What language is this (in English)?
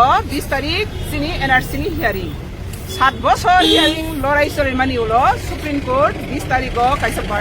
Kok Borok